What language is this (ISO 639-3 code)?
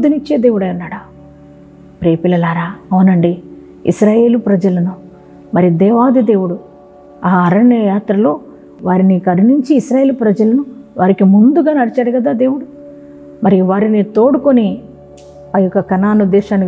tel